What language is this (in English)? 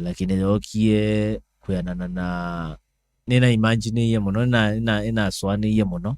Kamba